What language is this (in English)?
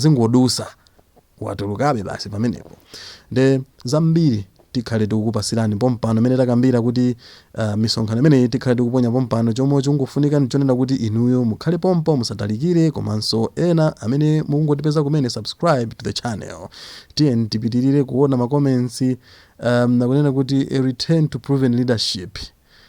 Nyanja